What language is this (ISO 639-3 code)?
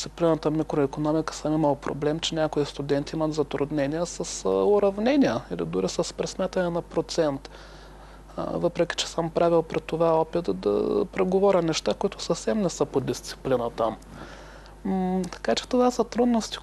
bul